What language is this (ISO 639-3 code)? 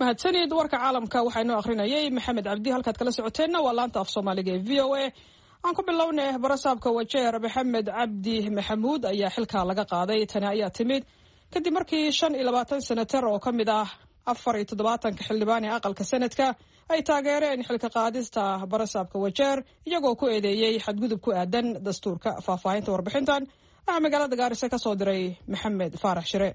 som